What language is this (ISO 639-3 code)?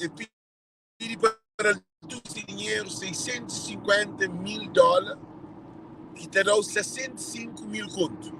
kea